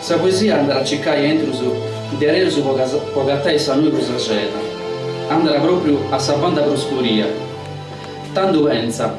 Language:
Sardinian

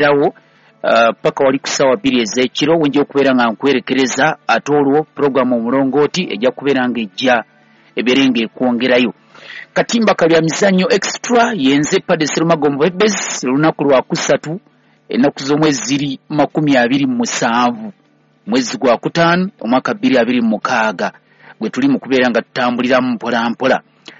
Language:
Ganda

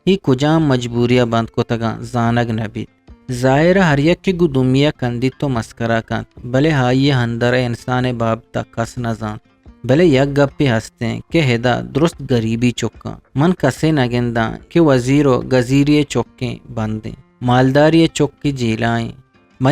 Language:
Eastern Balochi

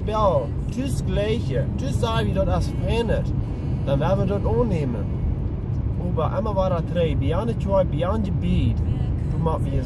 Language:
Plautdietsch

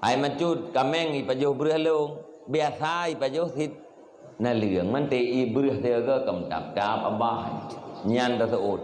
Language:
Achinese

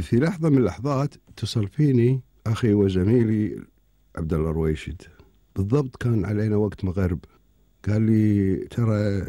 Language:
Gulf Arabic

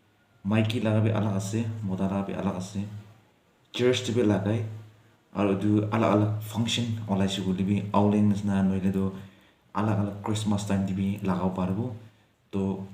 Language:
Naga Pidgin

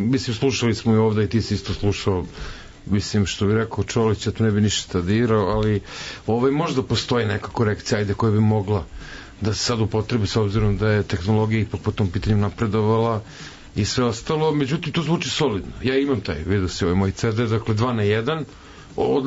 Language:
Serbian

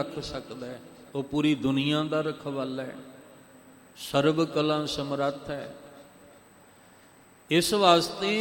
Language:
Punjabi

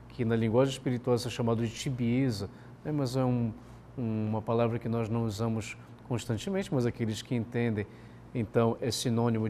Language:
Portuguese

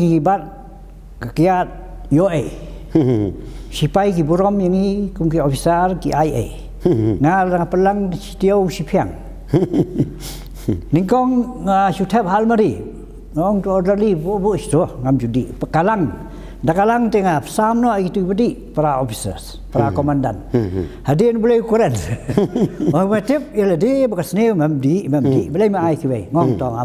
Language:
Khasi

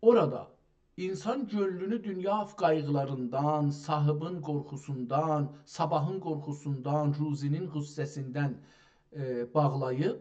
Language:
South Azerbaijani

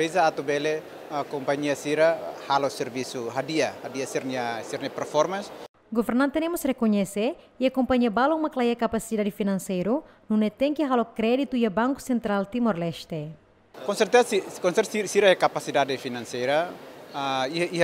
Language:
Tetum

